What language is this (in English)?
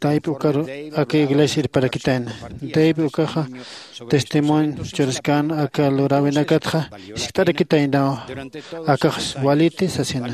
Aymara